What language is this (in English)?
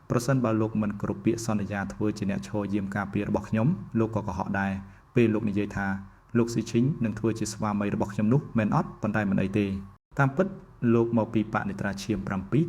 Khmer